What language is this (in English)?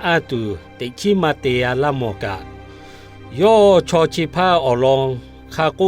Lahu